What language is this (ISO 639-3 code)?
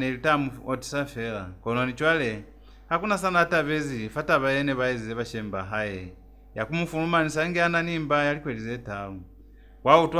loz